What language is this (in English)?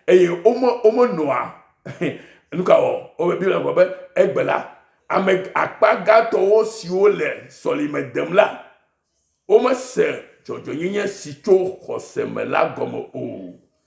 Ewe